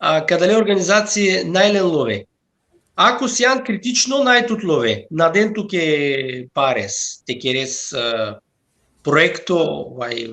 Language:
Balkan Romani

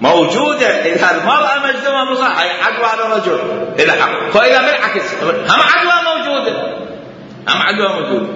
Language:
Mesopotamian Arabic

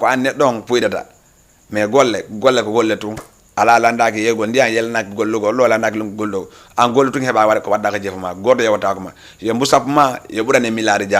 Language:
Fula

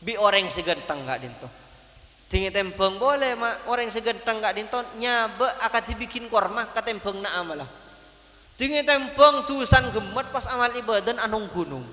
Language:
Madurese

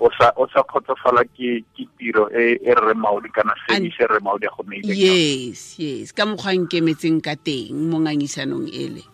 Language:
Tswana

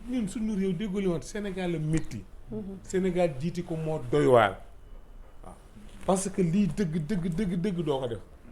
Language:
Wolof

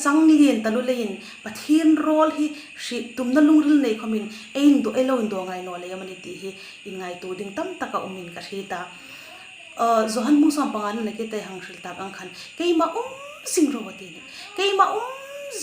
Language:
Hmar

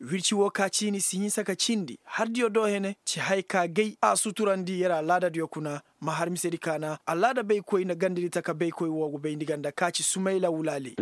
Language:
Koyraboro Senni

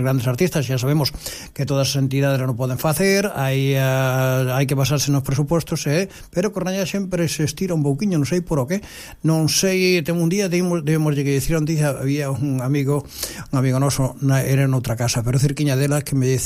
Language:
Galician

